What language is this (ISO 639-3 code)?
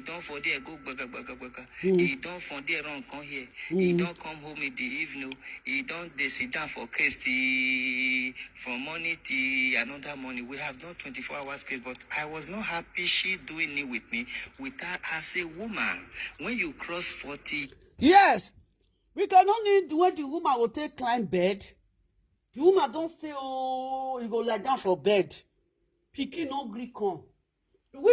pcm